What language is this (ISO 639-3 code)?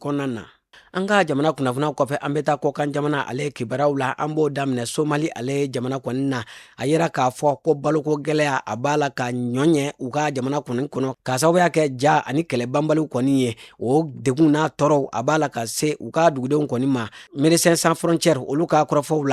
bam